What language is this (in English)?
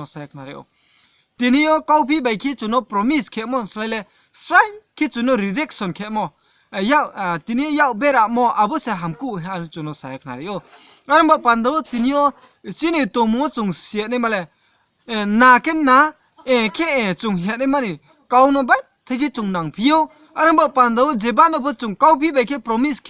Riang (India)